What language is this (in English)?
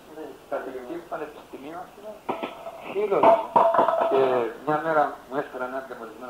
Greek